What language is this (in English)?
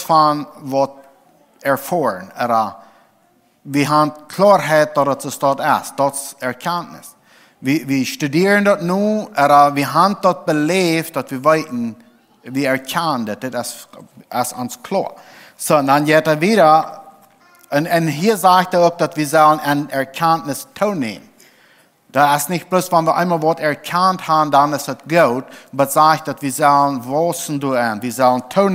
Plautdietsch